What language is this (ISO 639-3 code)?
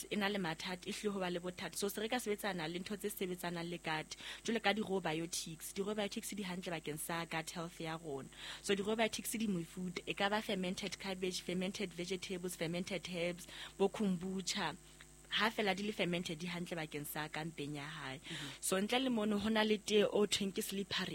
sot